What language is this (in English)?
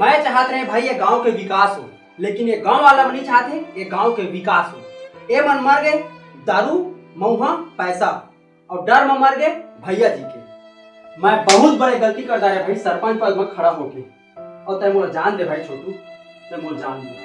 Chhattisgarhi